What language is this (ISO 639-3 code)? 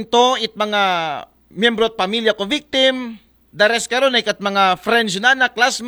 akl